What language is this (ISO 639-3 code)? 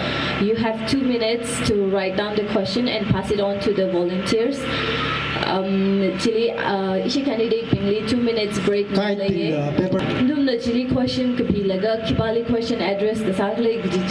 nmf